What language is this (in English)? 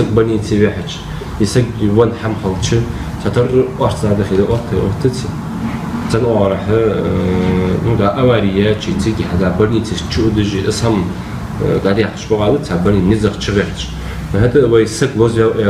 Ingush